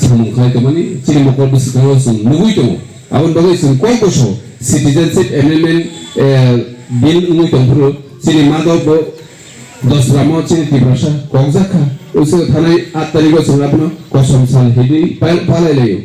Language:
Kok Borok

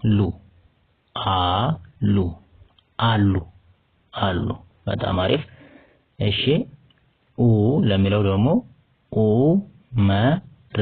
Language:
Amharic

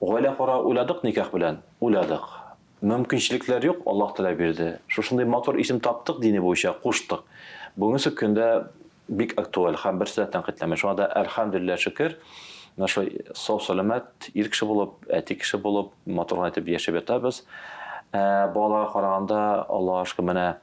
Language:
Tatar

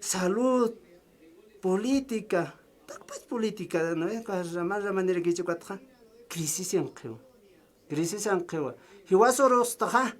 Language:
Aymara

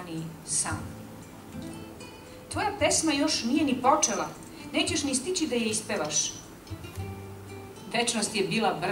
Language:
Serbian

